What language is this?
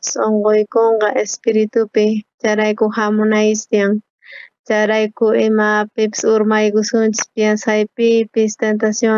South Bolivian Quechua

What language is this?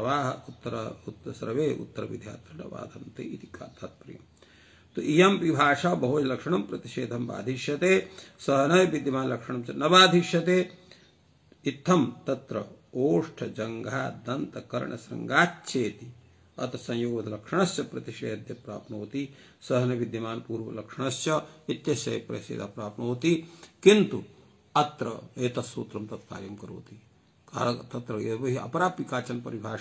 Sanskrit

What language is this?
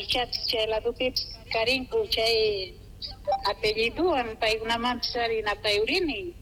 Quechua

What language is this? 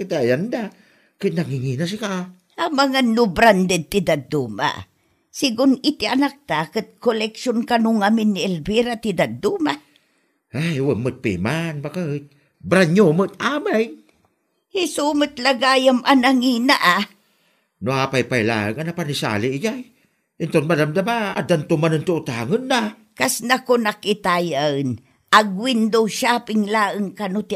Iloko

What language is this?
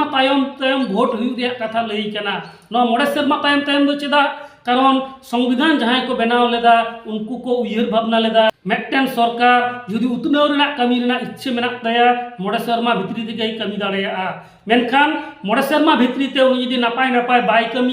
Santali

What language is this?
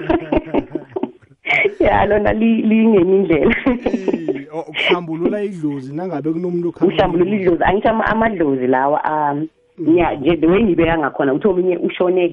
South Ndebele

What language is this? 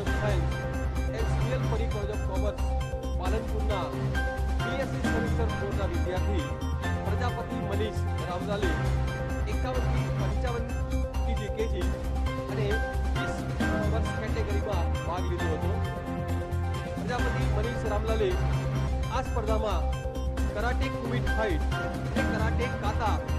Gujarati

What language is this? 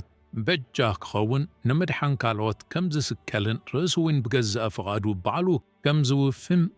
Tigrinya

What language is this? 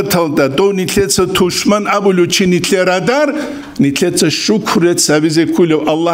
Avaric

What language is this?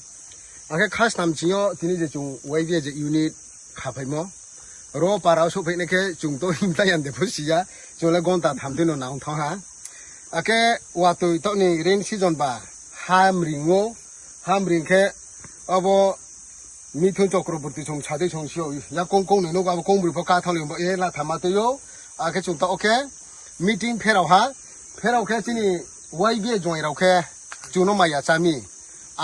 Riang (India)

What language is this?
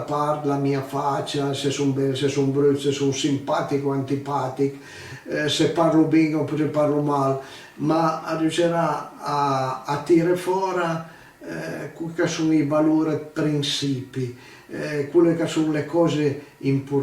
Piedmontese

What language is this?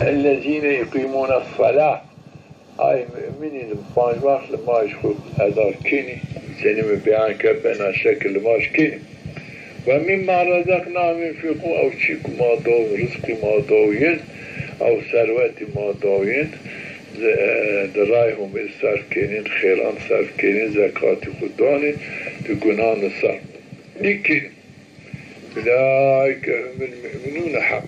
Zaza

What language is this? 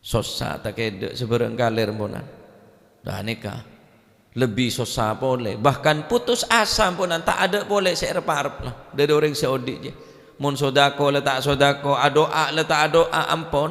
Madurese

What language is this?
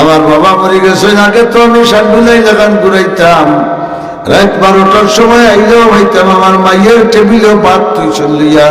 Sylheti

